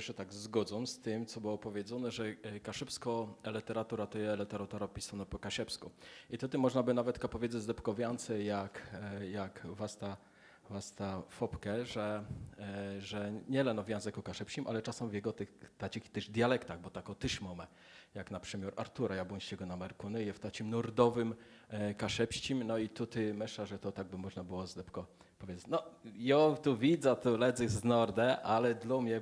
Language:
Kashubian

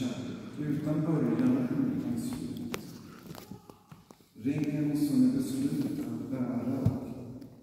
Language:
Swedish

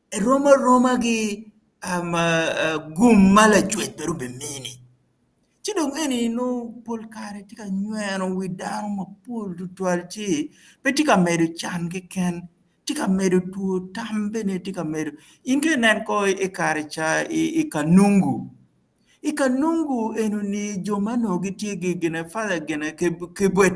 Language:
Acoli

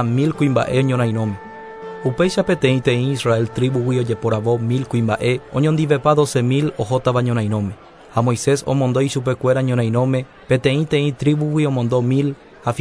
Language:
Guarani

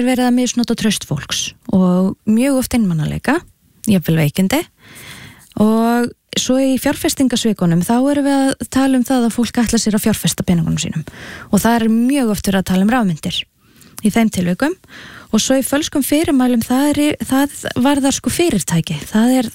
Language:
Icelandic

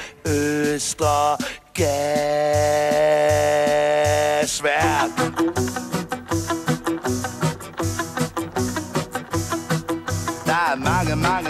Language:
Danish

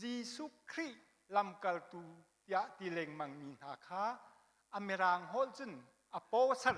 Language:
Hakha Chin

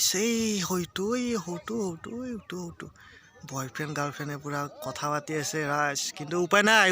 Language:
Assamese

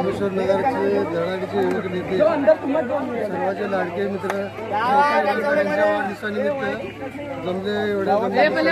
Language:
Marathi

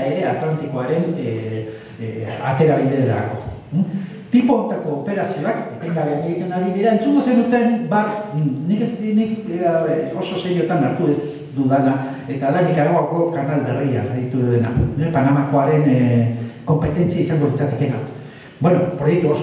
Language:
Basque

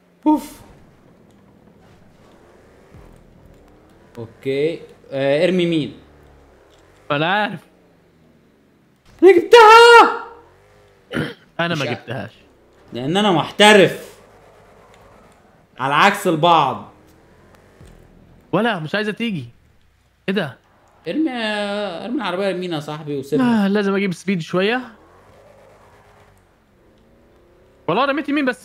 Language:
Egyptian Arabic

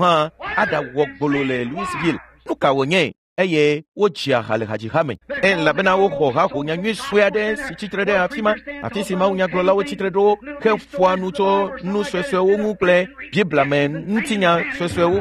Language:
Ewe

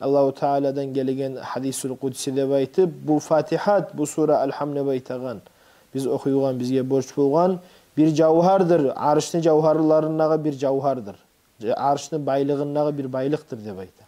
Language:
Kumyk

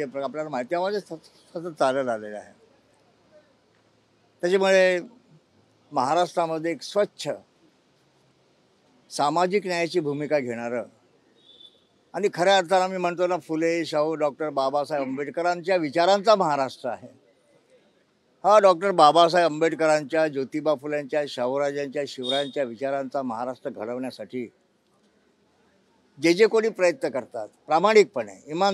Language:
Marathi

